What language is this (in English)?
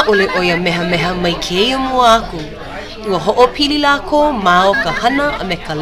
Hawaiian